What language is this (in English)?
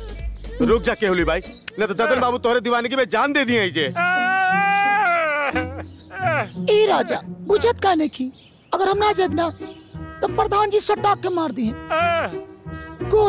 Bhojpuri